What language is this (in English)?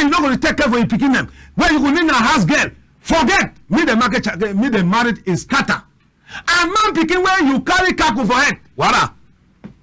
Cameroon Pidgin